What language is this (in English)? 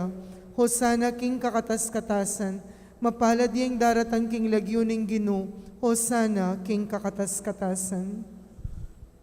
Pampanga